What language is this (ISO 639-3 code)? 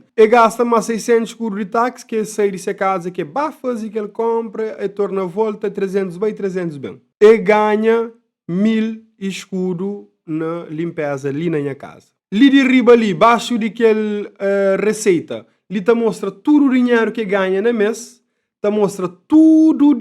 kea